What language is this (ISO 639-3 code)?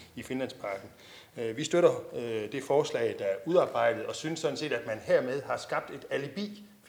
dan